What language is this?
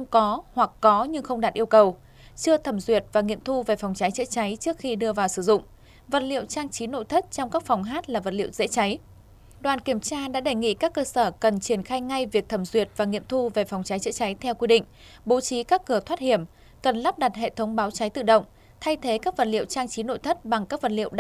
Vietnamese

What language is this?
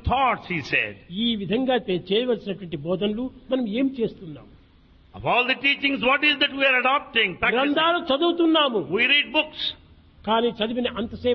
Telugu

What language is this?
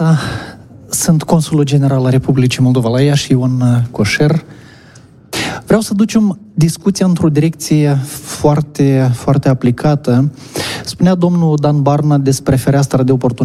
Romanian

